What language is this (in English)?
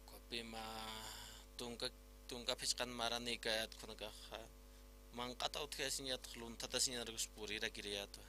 Aymara